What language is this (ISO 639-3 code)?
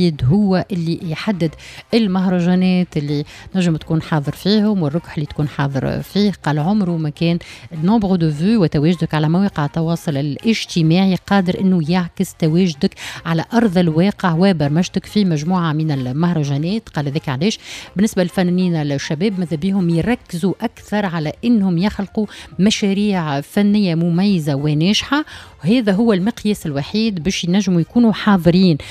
aeb